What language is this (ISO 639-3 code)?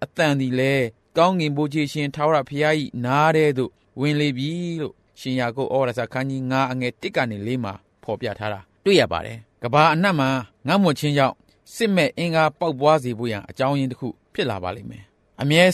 mya